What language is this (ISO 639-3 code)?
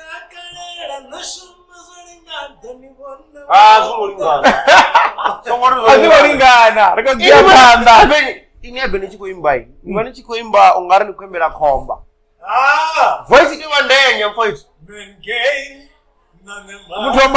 ven